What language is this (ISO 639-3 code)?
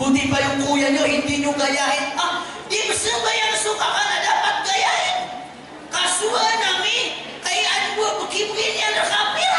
mrw